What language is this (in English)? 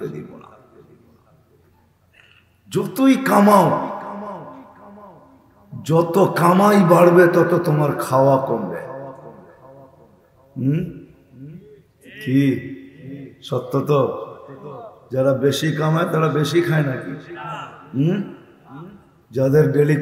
Bangla